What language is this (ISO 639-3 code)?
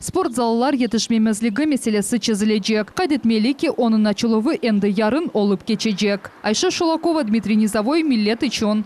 crh